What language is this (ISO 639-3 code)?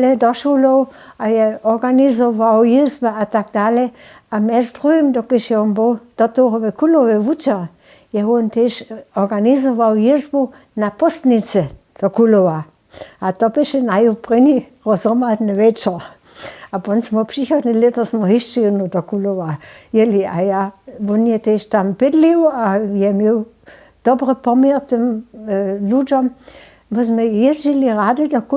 hsb